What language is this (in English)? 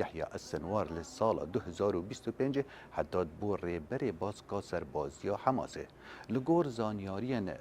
Kurdish